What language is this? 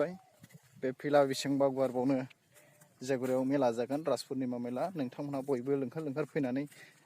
Bodo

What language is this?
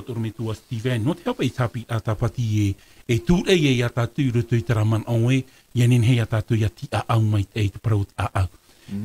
Tahitian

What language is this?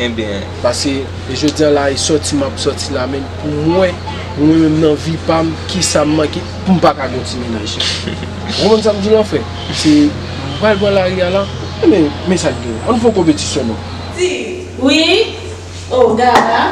Haitian Creole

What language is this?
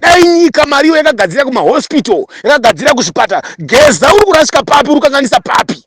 Shona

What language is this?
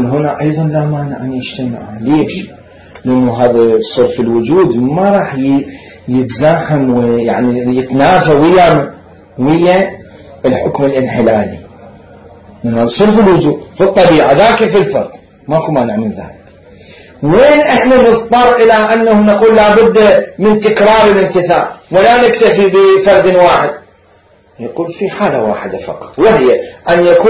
Mesopotamian Arabic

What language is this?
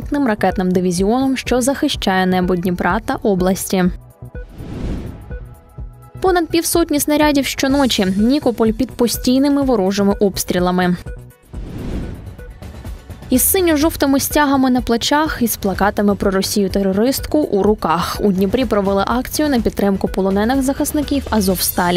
Ukrainian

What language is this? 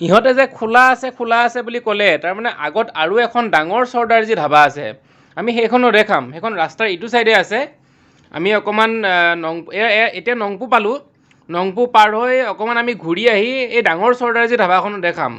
Assamese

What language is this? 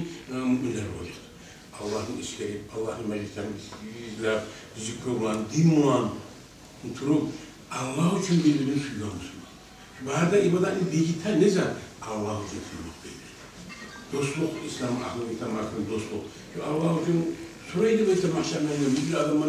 Kumyk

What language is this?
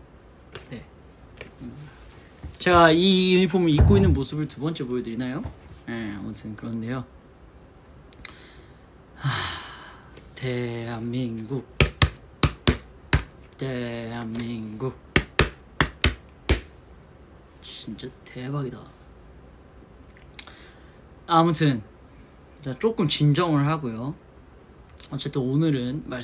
Korean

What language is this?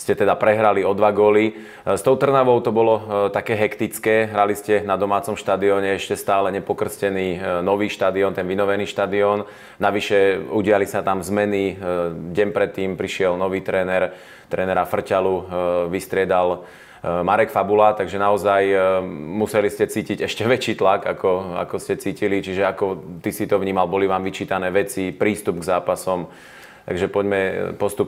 Slovak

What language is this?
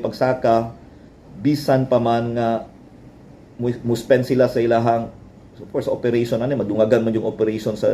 Cebuano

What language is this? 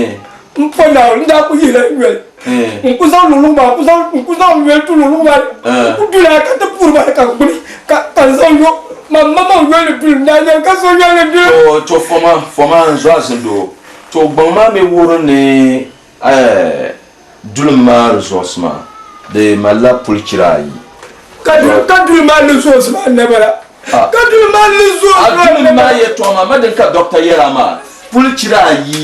Dagbani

